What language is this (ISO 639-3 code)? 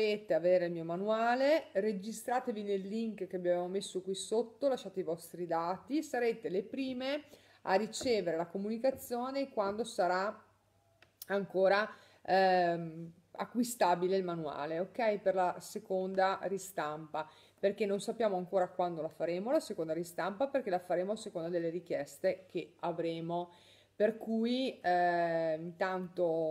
ita